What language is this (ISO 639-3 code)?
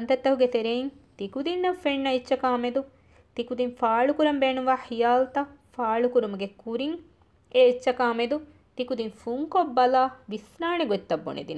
div